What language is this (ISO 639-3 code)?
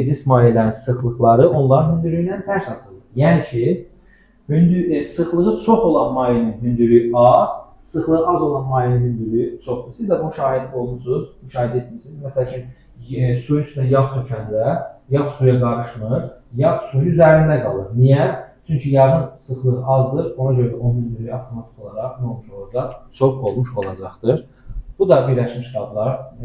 aze